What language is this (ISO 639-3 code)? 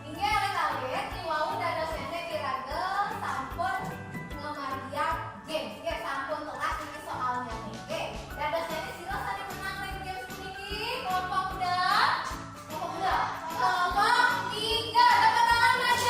ban